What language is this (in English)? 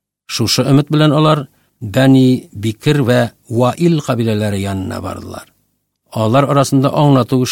Tatar